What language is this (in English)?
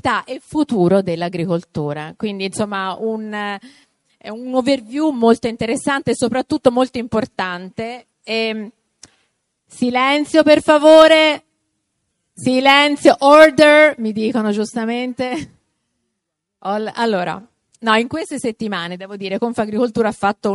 Italian